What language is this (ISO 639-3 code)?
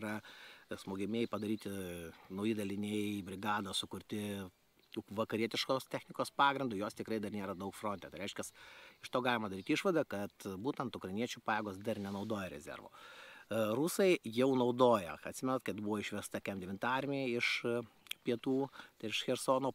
lit